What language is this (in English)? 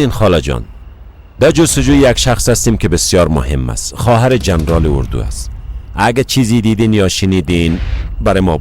Persian